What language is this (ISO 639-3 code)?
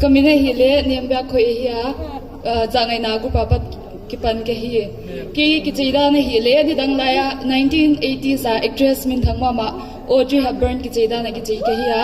pck